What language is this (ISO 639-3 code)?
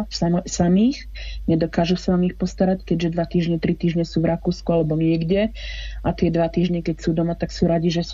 slk